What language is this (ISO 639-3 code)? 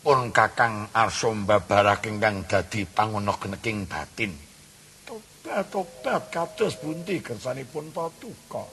jav